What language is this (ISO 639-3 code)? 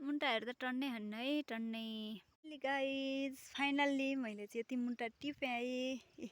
nep